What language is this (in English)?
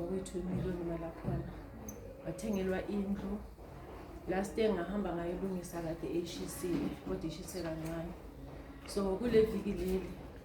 Zulu